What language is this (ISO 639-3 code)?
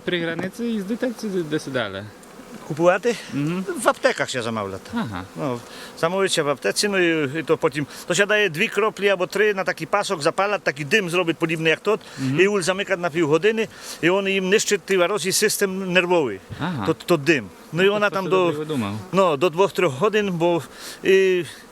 rue